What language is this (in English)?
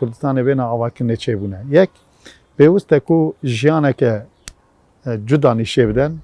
Kurdish